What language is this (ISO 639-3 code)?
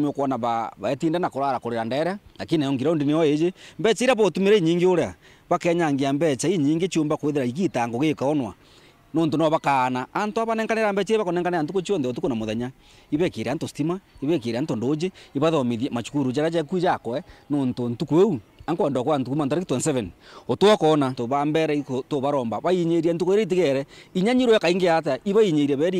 mer